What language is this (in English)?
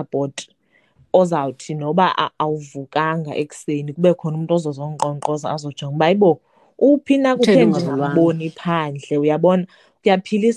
Xhosa